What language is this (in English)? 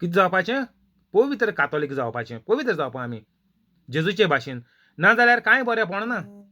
Konkani